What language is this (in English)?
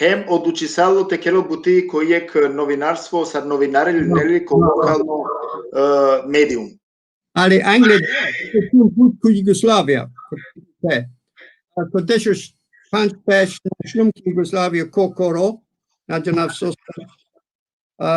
Balkan Romani